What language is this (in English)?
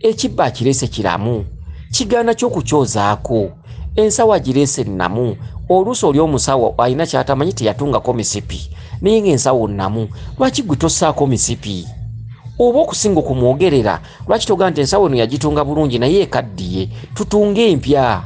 Ganda